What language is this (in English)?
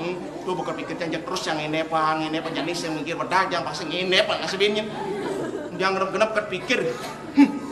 Balinese